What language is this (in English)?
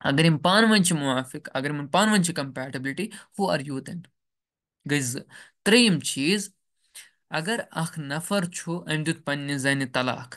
Kashmiri